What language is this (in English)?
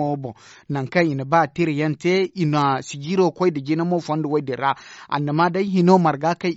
Zarma